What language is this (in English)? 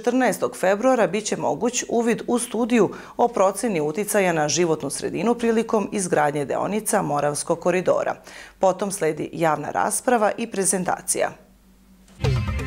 Serbian